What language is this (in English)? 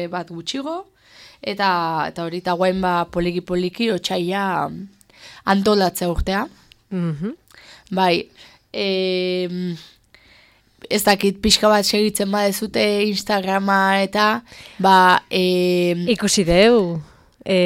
Basque